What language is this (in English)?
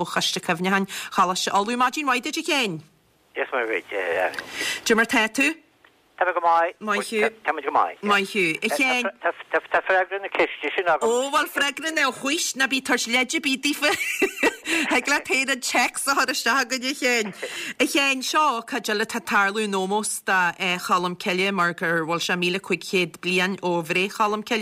Irish